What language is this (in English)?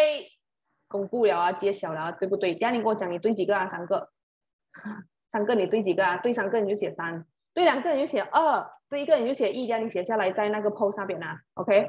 Chinese